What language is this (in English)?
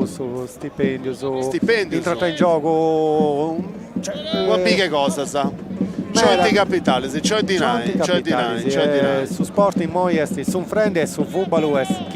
Sardinian